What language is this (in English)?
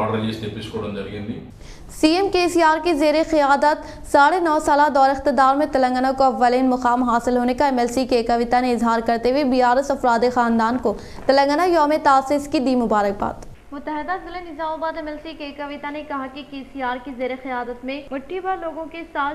Urdu